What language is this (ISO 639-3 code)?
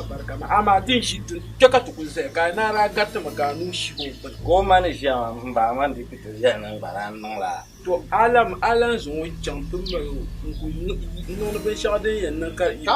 dag